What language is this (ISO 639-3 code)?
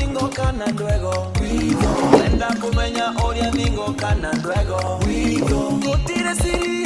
mer